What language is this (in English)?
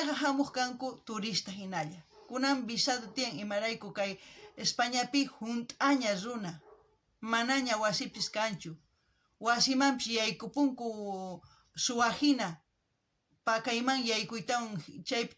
South Bolivian Quechua